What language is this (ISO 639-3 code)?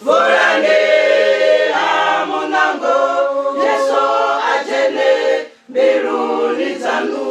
ven